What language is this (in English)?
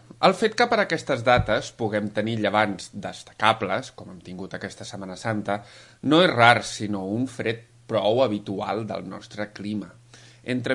Catalan